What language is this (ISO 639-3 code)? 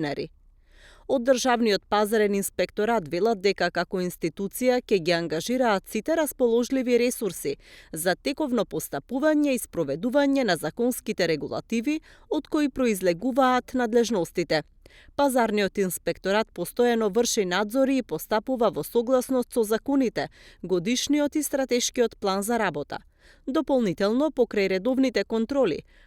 mkd